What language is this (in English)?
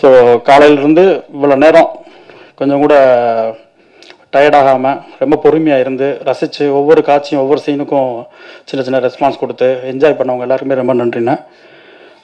Tamil